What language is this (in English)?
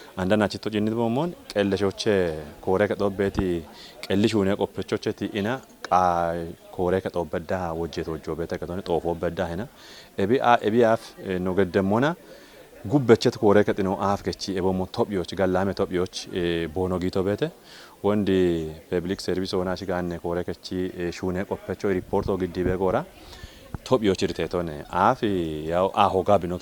Kafa